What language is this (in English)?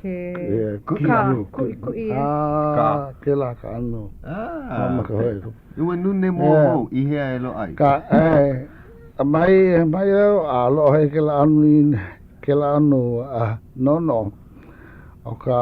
Hawaiian